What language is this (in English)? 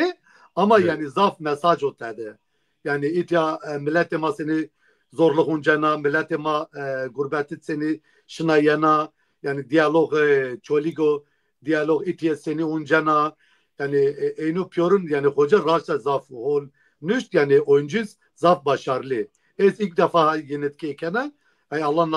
Zaza